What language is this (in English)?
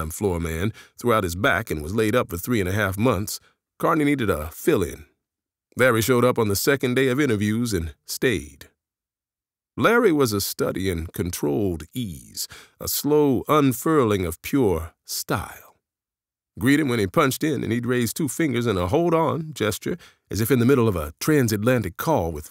English